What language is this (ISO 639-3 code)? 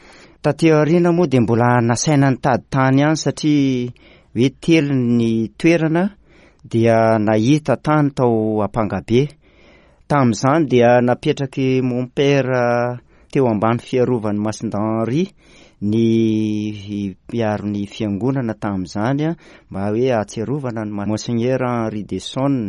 mlg